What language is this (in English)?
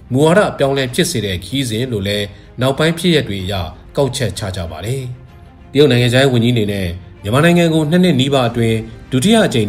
Burmese